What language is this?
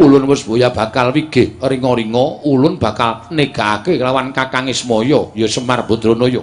Javanese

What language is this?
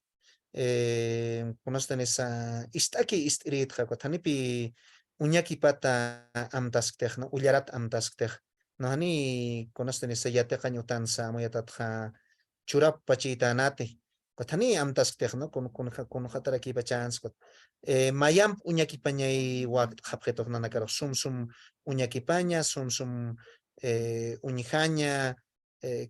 Aymara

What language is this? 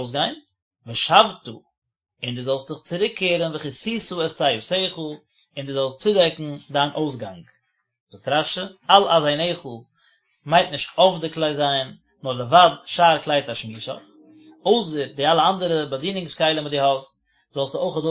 Yiddish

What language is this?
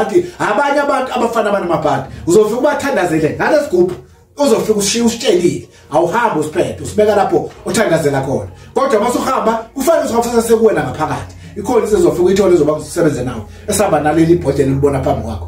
Zulu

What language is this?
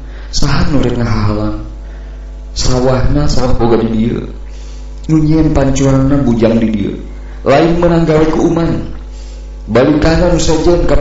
Sundanese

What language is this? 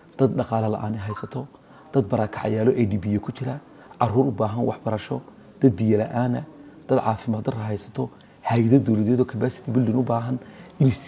Somali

